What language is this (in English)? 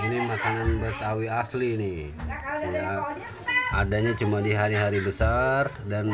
Betawi